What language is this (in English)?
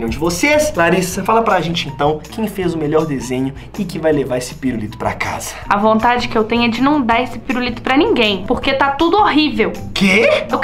Portuguese